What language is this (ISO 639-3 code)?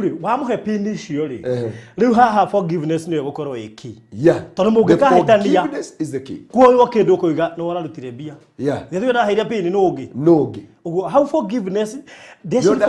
kik